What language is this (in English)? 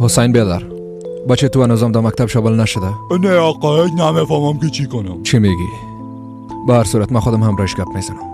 Persian